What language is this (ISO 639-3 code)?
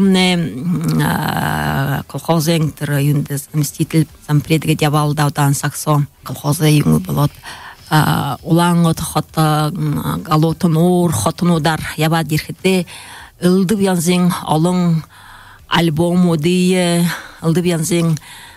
bua